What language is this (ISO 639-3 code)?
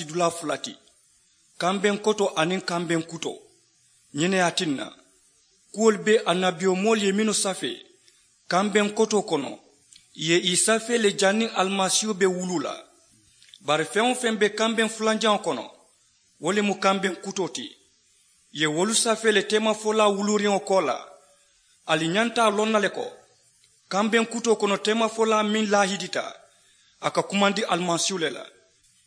man